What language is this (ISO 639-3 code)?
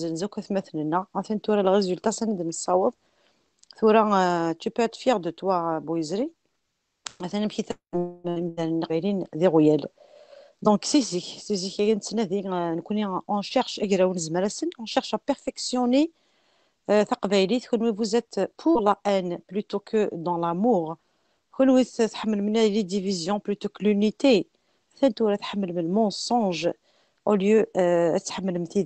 kab